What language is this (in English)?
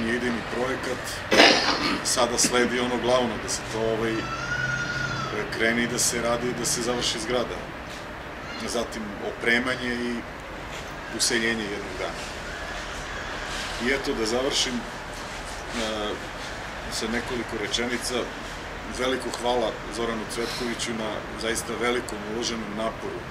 Serbian